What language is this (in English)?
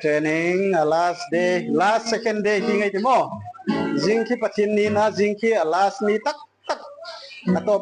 Hmar